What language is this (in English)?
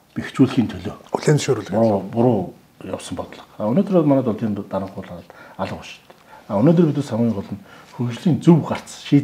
Mongolian